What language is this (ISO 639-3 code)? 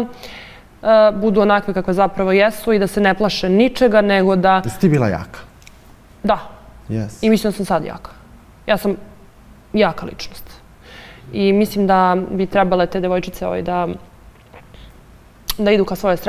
srp